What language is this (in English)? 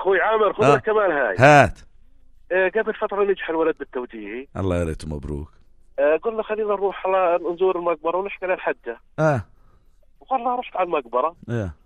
North Levantine Arabic